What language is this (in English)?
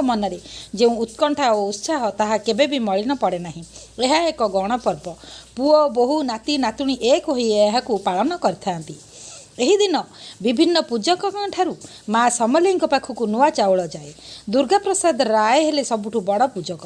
Odia